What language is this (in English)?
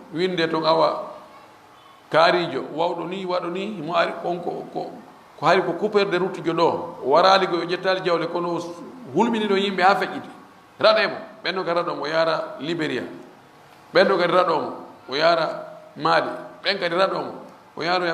Fula